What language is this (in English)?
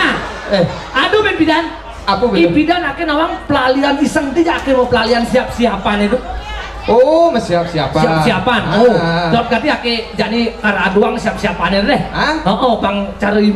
Balinese